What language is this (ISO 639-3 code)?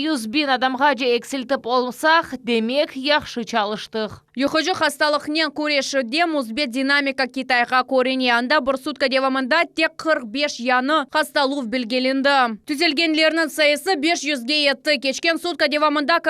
crh